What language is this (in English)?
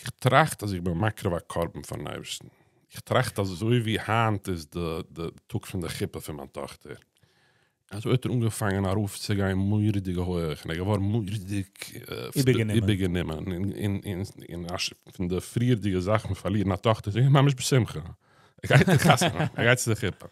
Yiddish